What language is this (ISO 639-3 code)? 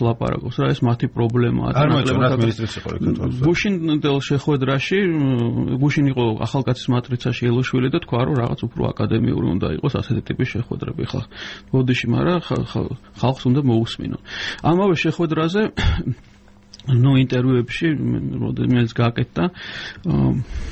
kat